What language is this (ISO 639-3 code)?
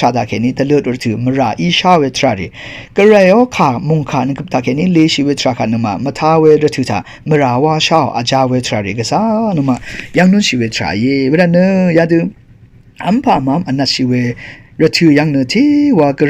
raw